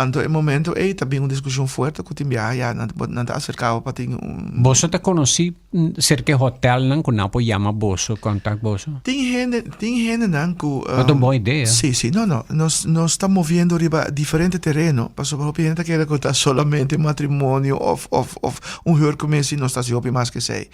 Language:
Papiamento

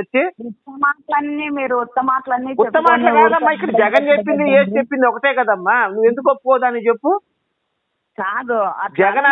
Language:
Telugu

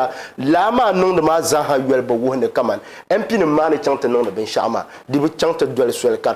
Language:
Dagbani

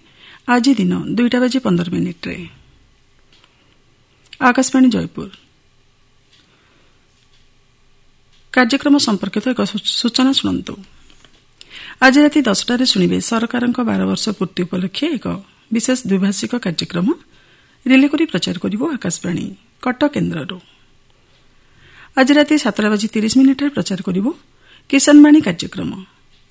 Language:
Odia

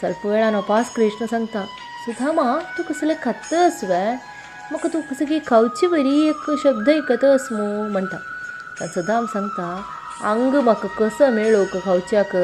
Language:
Konkani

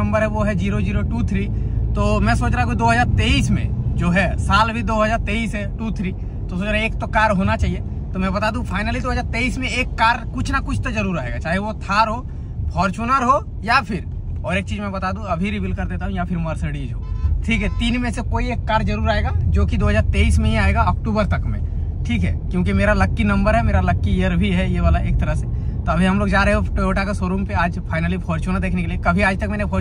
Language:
Hindi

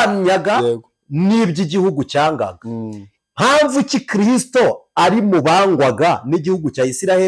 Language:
Kinyarwanda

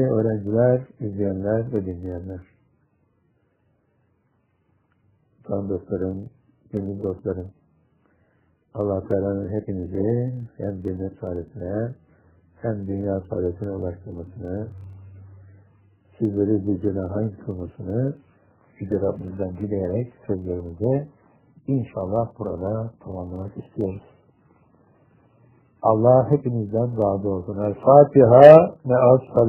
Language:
Turkish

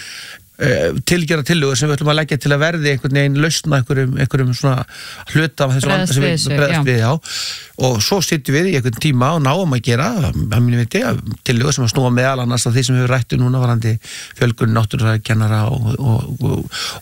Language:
Icelandic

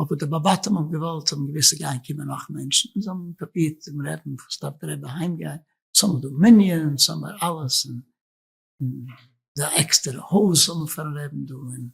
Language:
Yiddish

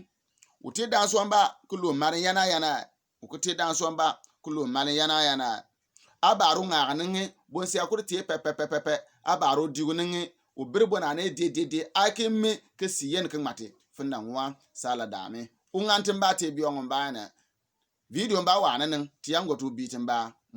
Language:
Bimoba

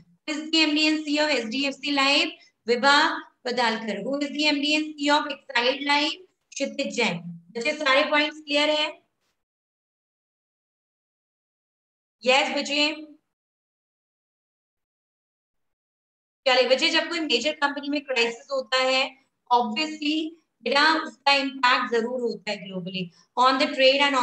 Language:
Hindi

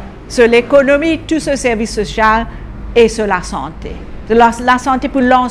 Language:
Morisyen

